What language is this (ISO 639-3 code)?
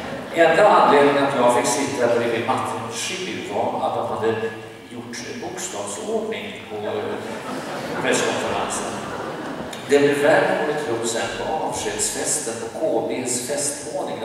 swe